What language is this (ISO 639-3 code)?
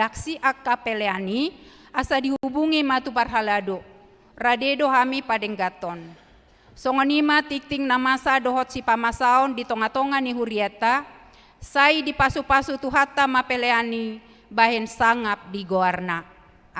bbc